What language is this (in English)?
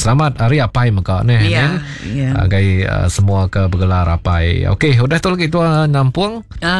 Iban